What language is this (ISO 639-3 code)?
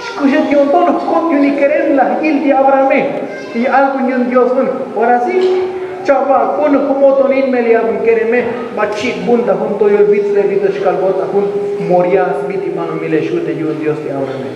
tzo